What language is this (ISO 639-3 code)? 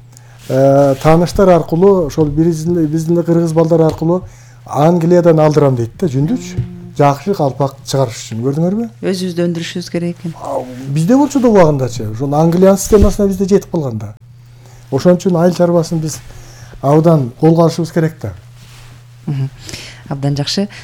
kir